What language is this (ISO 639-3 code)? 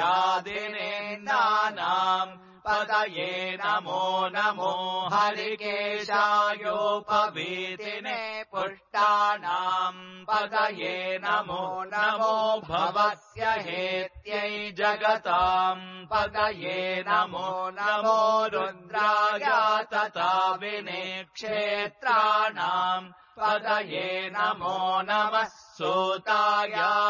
san